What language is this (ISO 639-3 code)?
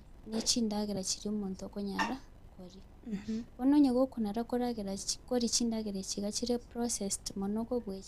guz